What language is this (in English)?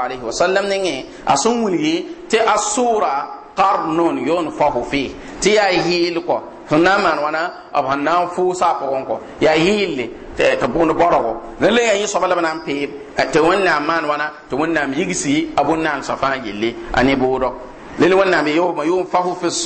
Mossi